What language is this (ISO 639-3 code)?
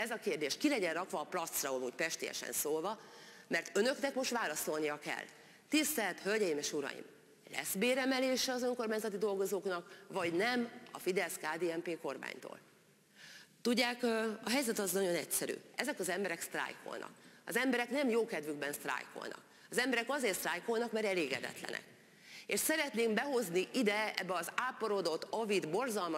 hun